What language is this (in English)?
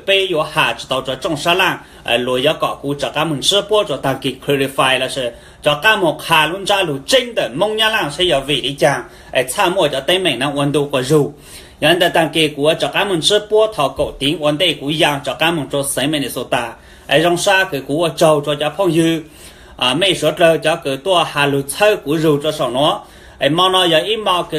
Hmong